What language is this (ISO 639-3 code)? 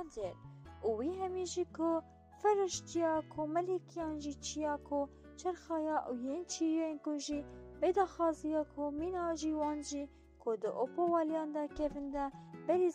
kur